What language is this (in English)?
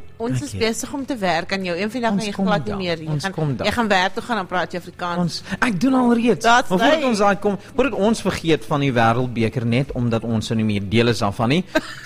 Afrikaans